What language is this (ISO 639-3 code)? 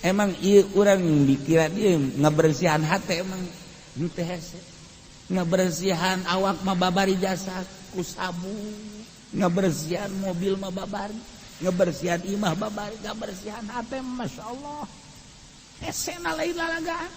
sun